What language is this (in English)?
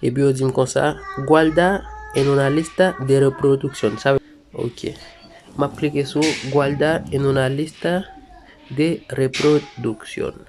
Haitian Creole